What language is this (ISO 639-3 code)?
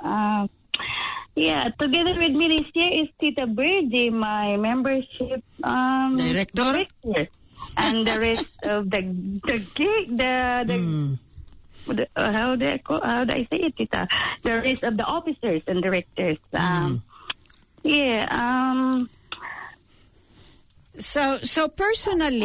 fil